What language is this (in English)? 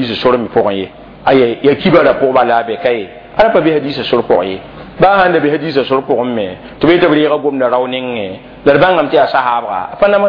Mossi